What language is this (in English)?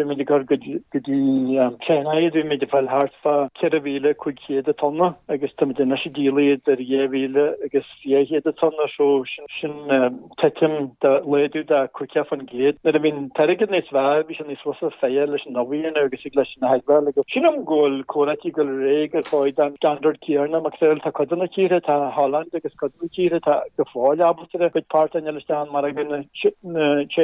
Irish